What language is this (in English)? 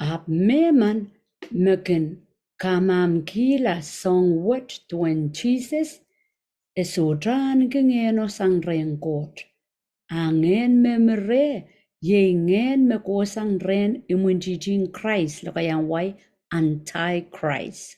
Pohnpeian